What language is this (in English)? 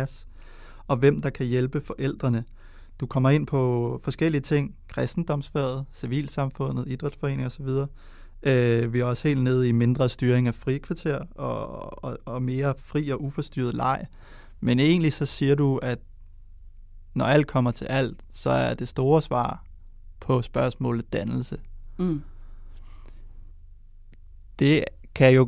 Danish